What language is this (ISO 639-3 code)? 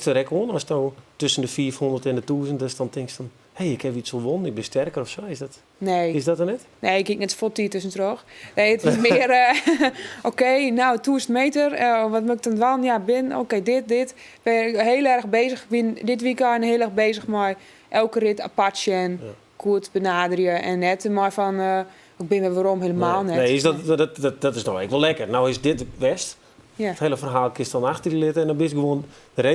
fry